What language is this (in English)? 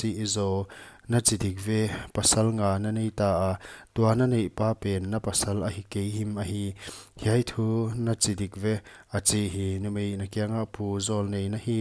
Paite Chin